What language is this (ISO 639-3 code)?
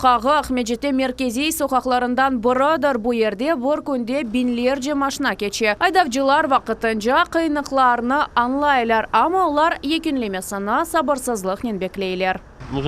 crh